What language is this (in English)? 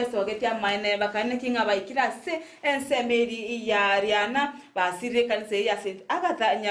Gusii